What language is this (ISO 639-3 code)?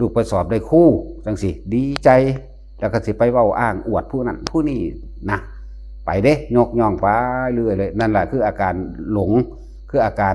tts